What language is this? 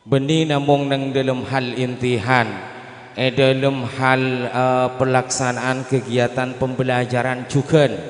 Madurese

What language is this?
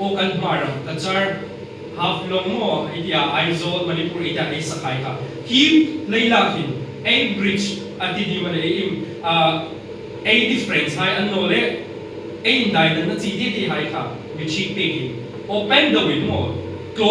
Hmar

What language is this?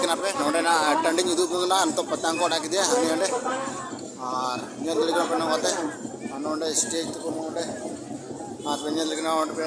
Santali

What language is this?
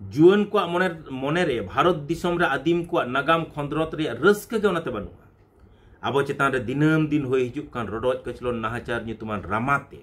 Santali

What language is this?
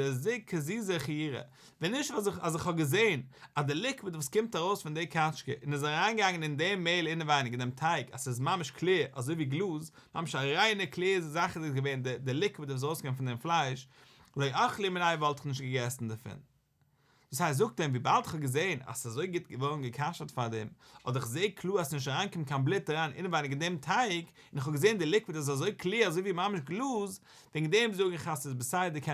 Yiddish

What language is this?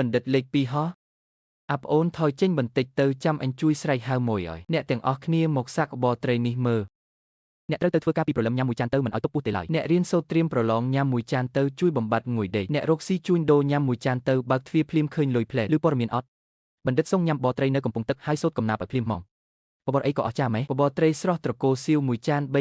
Khmer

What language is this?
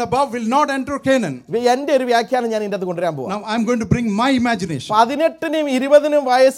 Malayalam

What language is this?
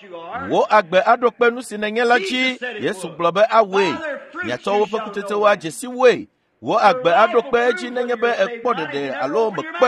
Ewe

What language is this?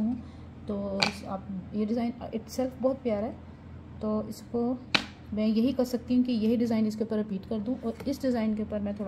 Hindi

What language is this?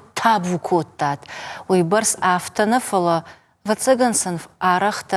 Ossetic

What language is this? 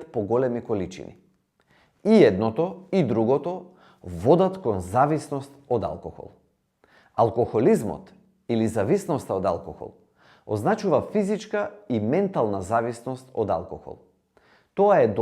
Macedonian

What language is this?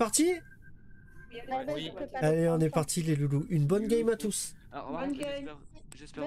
French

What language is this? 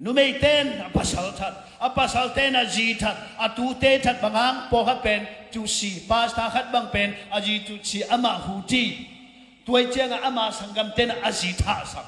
Tedim Chin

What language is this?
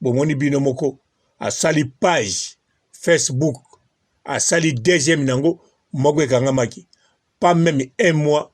Lingala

